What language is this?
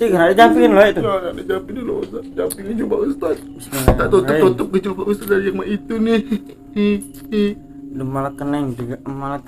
Musi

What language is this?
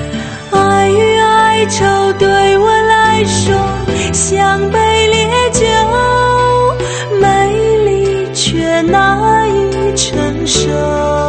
Chinese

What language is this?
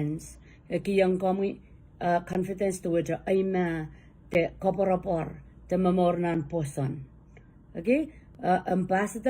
Pohnpeian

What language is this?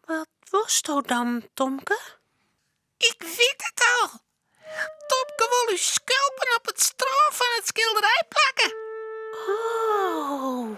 Western Frisian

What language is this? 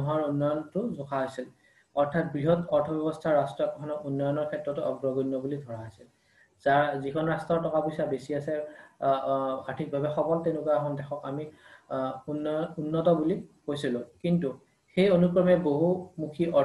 Assamese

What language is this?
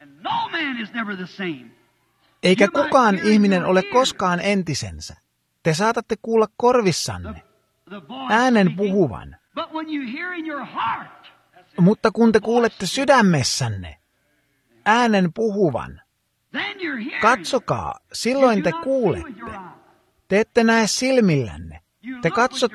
Finnish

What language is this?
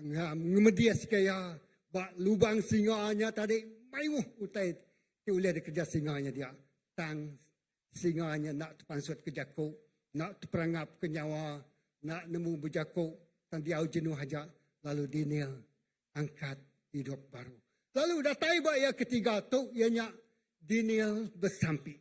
Iban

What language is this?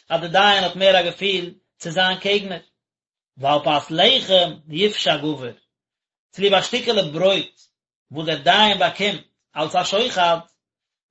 Yiddish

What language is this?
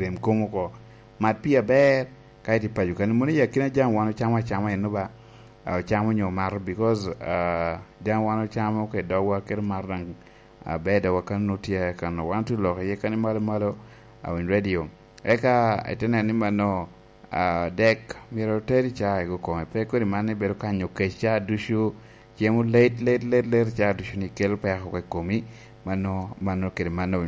Lango (Uganda)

